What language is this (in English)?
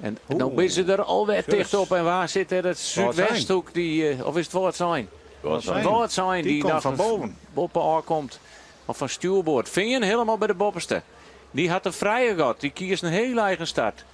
Western Frisian